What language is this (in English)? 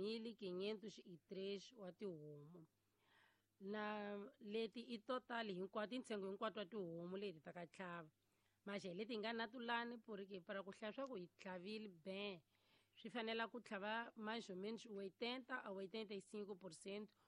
Tsonga